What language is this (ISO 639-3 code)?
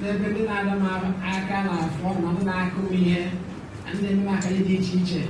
ibo